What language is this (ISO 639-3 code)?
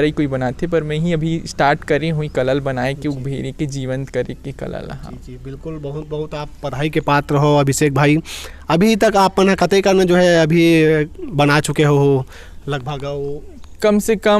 hne